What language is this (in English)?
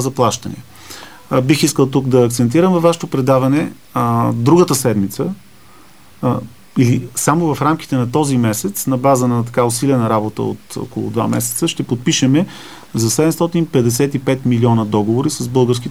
Bulgarian